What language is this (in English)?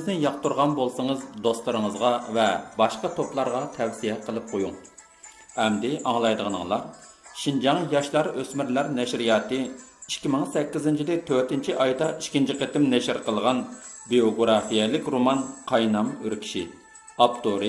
Uyghur